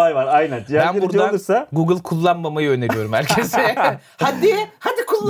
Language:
Turkish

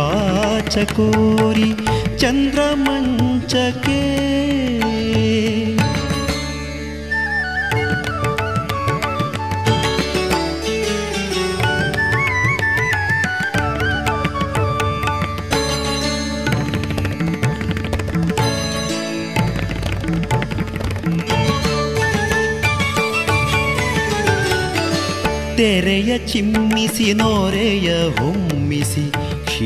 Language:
Kannada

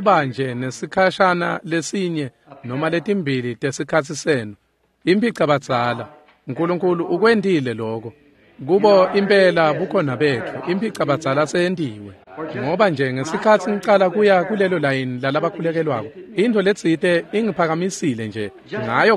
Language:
Swati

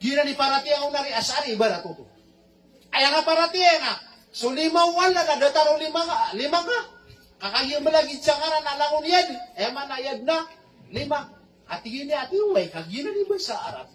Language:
Maranao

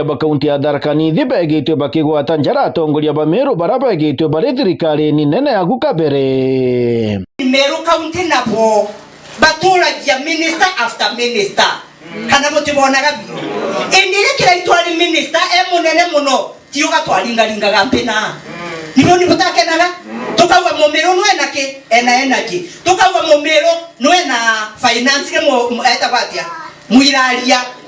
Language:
Meru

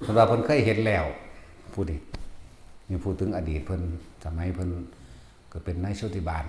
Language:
Northeastern Thai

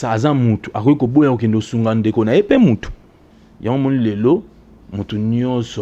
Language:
Lingala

